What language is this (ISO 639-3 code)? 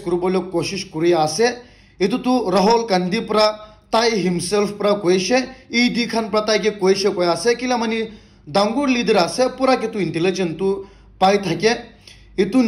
nag